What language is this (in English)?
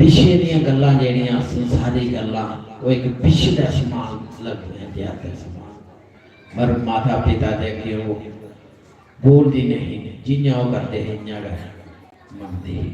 Dogri